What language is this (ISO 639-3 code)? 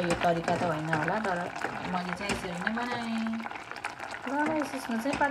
nep